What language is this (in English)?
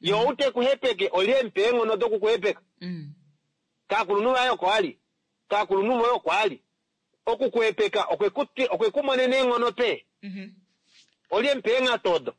Kuanyama